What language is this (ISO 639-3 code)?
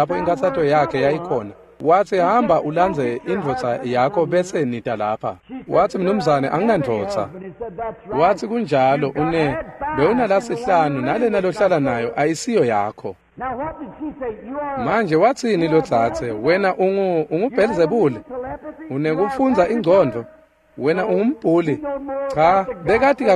ssw